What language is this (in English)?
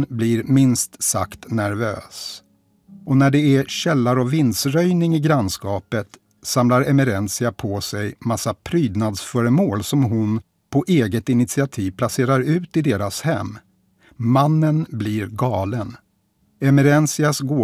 Swedish